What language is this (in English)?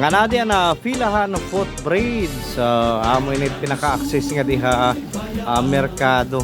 Waray